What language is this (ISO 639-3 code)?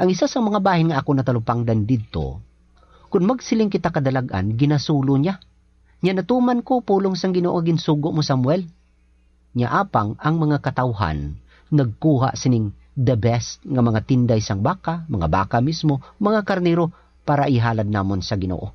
hil